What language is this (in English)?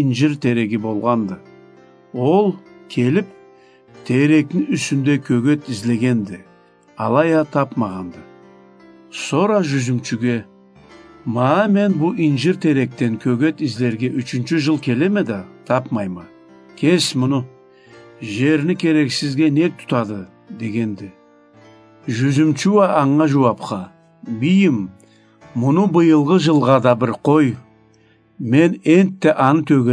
Karachay-Balkar